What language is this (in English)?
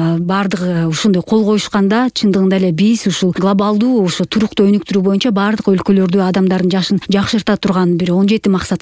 Kyrgyz